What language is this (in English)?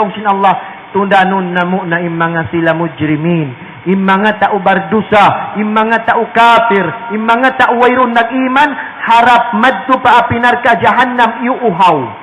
Tausug